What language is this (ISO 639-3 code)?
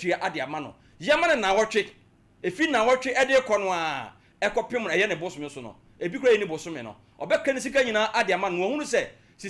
aka